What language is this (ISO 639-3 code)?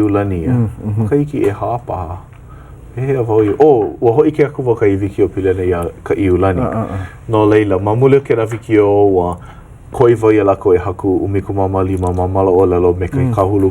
haw